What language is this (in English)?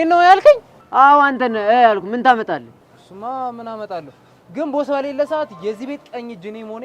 Amharic